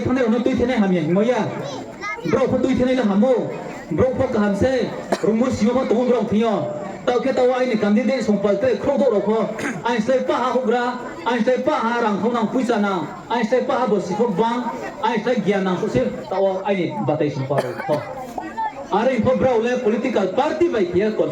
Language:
Riang (India)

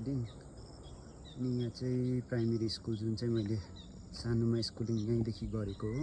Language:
Nepali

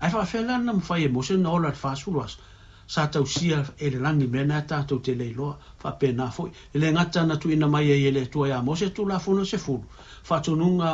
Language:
Samoan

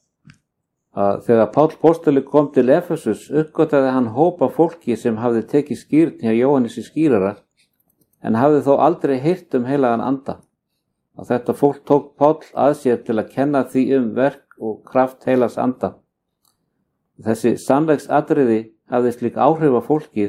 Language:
Icelandic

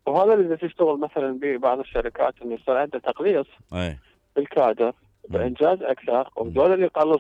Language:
Mesopotamian Arabic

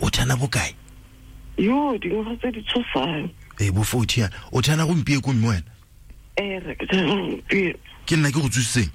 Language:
Tswana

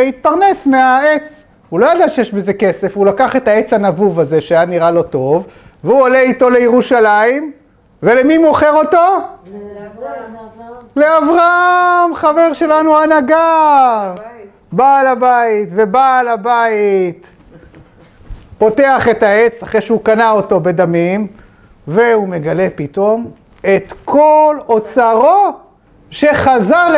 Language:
Hebrew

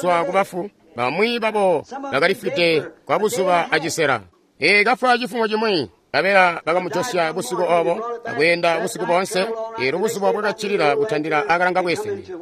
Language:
Tonga (Zambia)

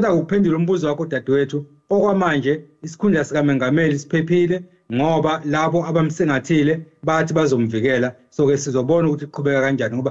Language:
Zulu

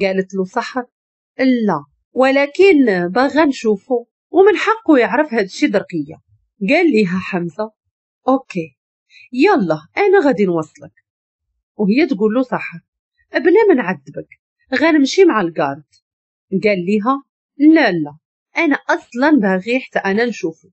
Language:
Moroccan Arabic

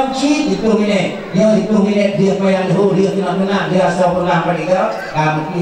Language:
Achinese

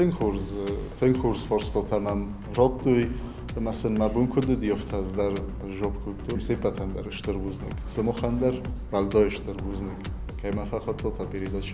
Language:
Ossetic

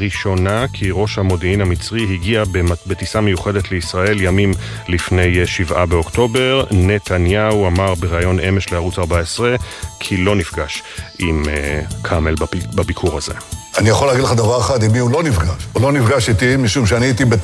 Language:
Hebrew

